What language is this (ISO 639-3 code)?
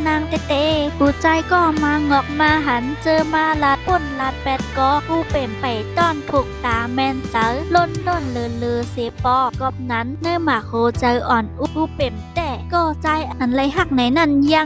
shn